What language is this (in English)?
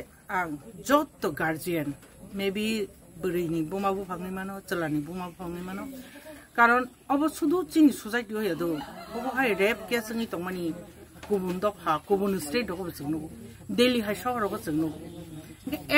Kok Borok